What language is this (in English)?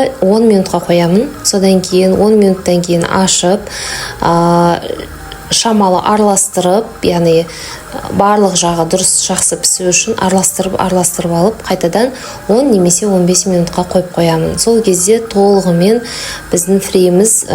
Kazakh